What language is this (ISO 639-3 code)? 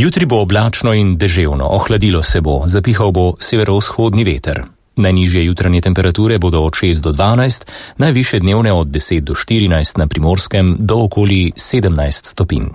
slv